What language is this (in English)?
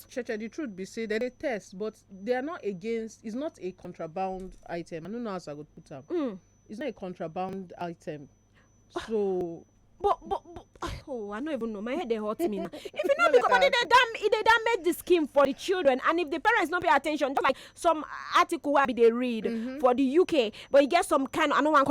Nigerian Pidgin